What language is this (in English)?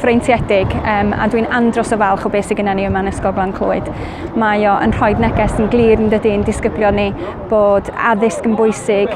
Welsh